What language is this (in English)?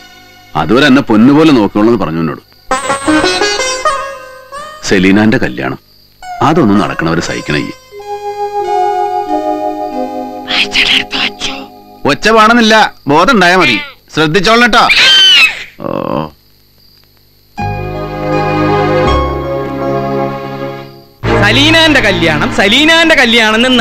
Malayalam